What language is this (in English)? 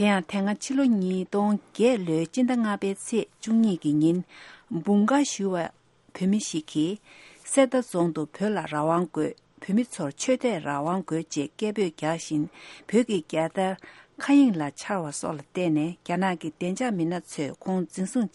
Tibetan